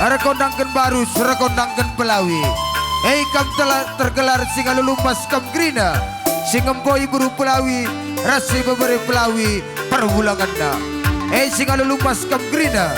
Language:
Batak Karo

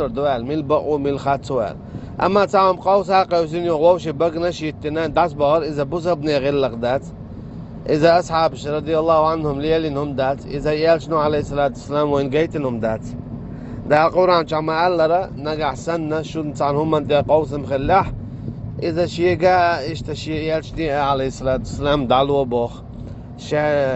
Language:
Chechen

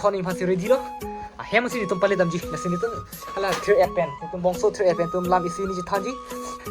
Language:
Karbi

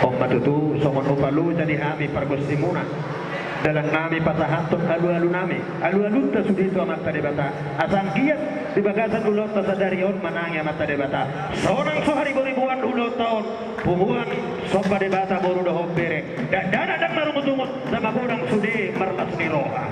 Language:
Batak Toba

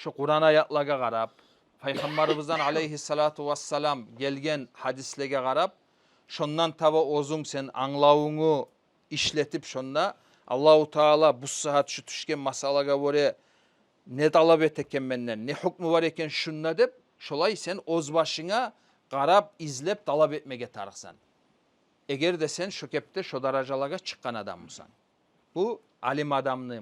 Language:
Kumyk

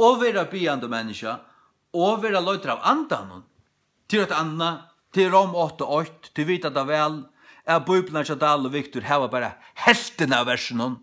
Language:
Faroese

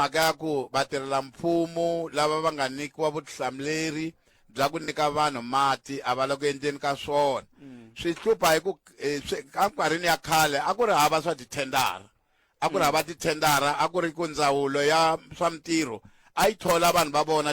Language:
Tsonga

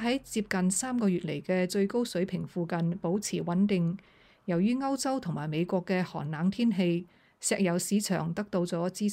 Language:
Cantonese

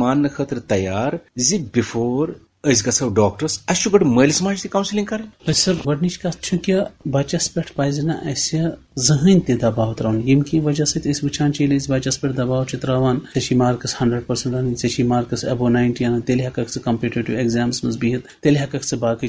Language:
Kashmiri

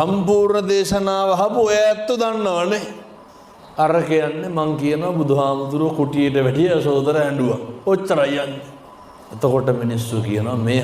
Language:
Sinhala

